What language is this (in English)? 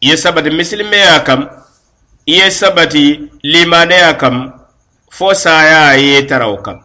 Mandingo